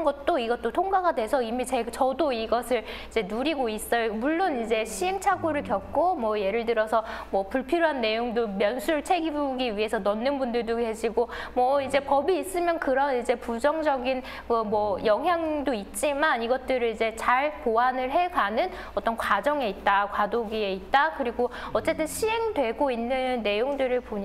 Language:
Korean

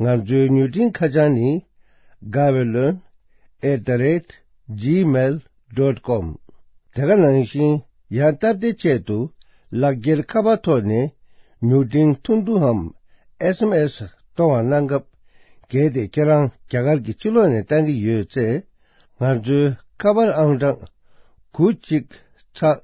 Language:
Tibetan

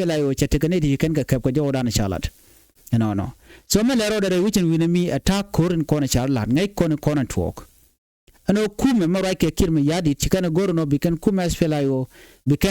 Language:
Nuer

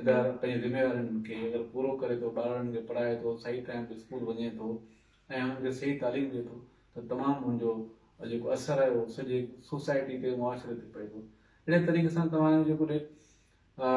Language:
Sindhi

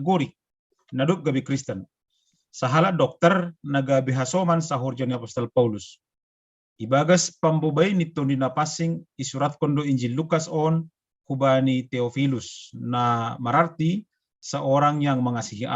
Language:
Batak Simalungun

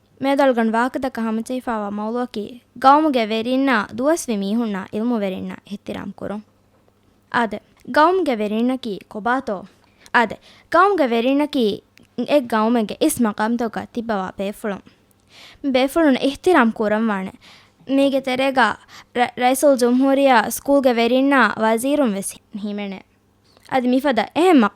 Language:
Divehi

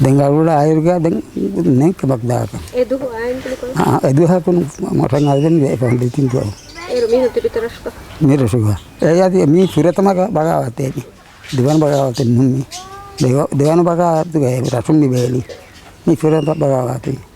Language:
Divehi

